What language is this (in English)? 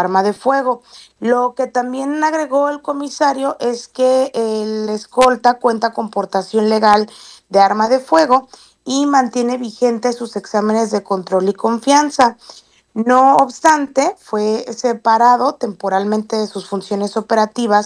Spanish